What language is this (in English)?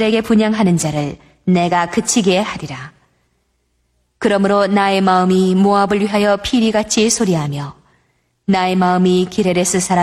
Korean